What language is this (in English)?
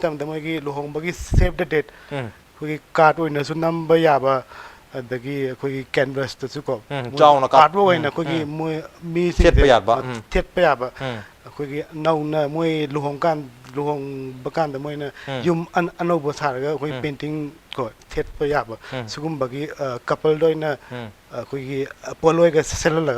Manipuri